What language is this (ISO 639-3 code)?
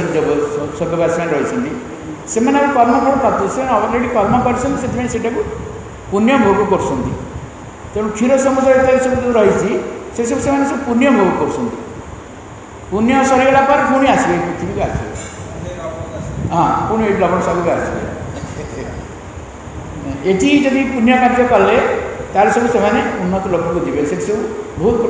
ori